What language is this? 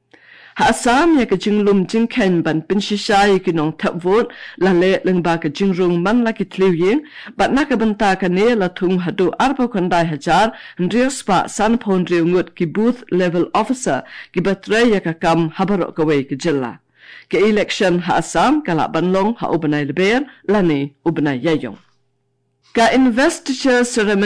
Khasi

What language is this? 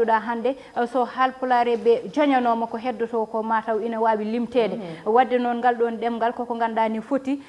Fula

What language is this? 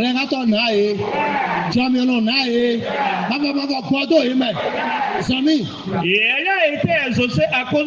Fon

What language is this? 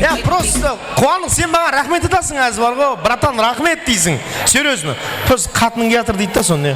Kara-Kalpak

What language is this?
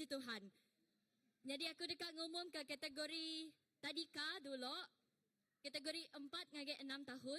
Iban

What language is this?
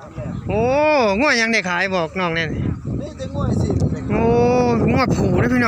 Northeastern Thai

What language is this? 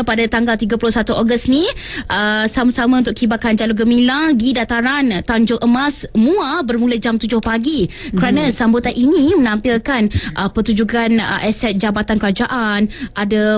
Malay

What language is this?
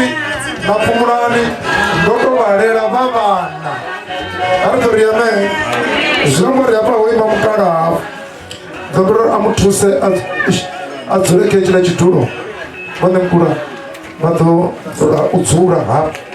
Venda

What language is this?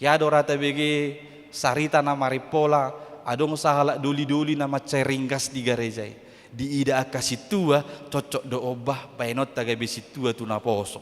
Batak Toba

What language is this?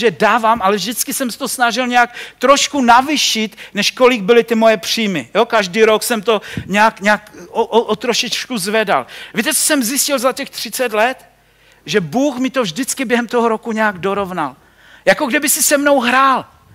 Czech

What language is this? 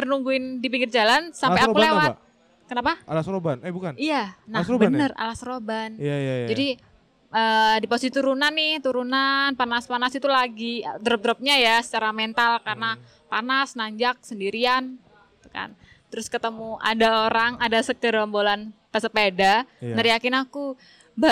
Indonesian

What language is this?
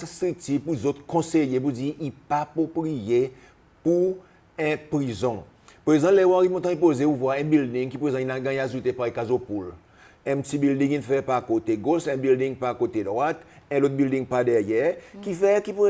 Seselwa Creole French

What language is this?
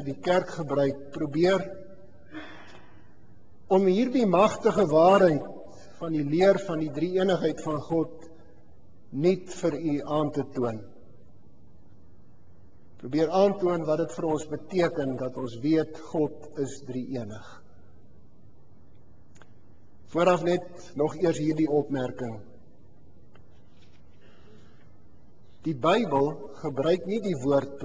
Afrikaans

